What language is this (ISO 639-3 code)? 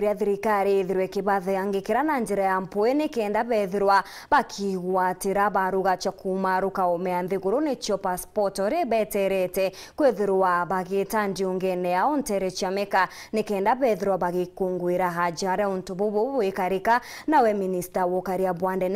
mer